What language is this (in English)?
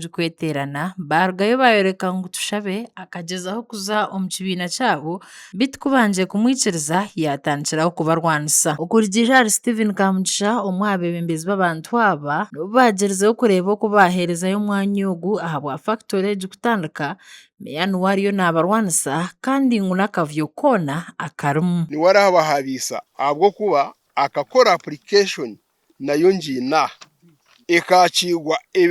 Nyankole